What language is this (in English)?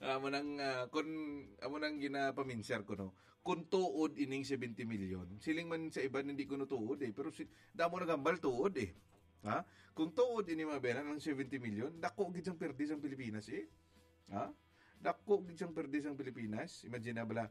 Hiligaynon